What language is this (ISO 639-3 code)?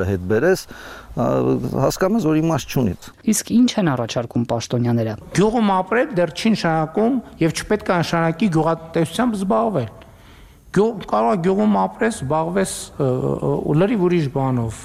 hye